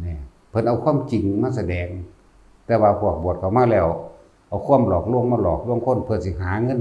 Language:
Northeastern Thai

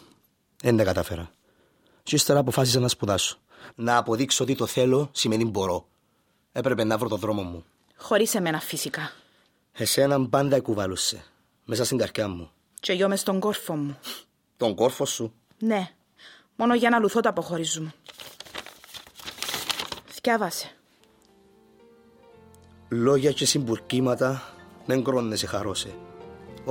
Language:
Greek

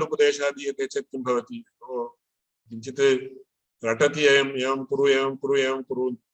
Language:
Sanskrit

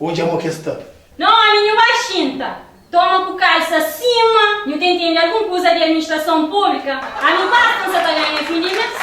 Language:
Kabuverdianu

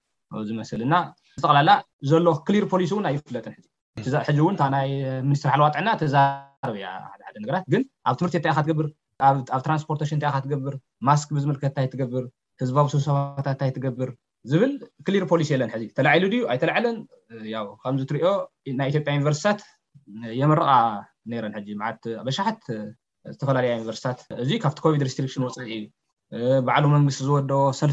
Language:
Tigrinya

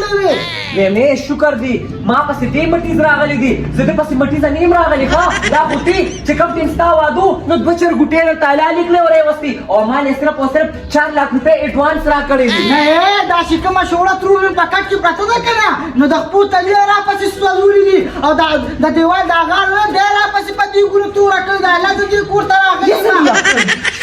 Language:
Pashto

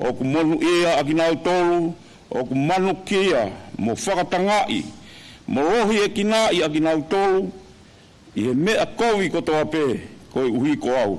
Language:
Tongan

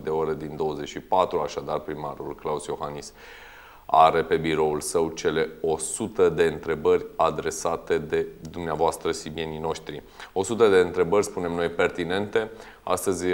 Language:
Romanian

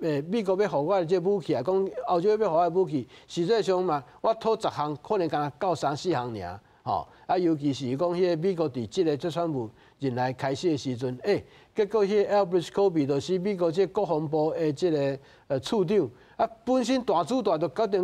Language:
Min Nan Chinese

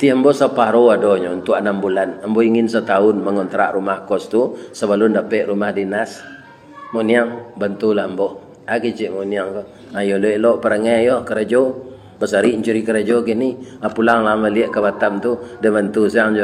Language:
Minangkabau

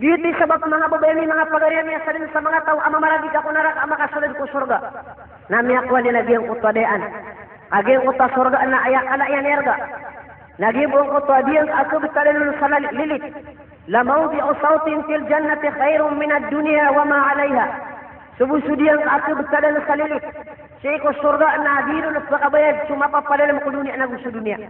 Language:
Maranao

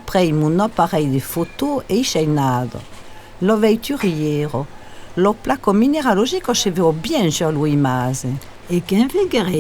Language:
Occitan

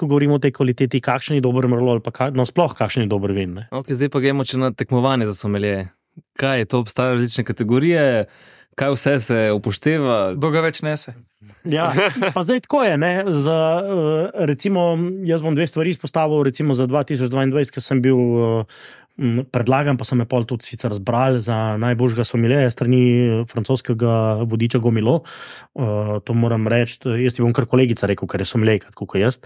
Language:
Slovenian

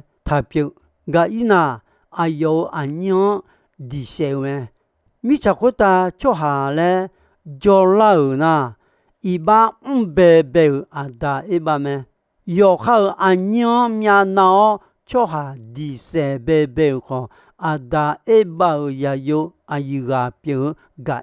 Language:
Akha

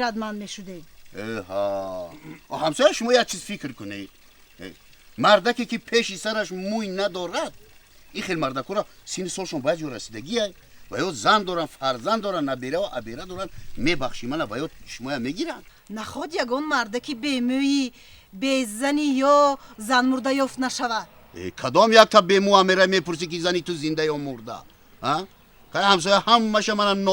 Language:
Tajik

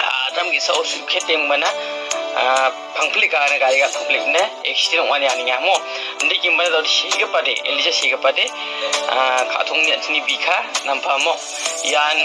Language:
Garo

